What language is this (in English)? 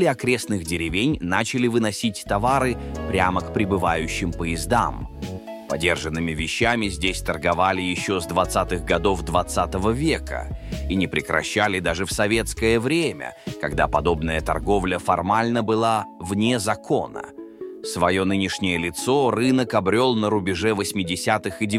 Russian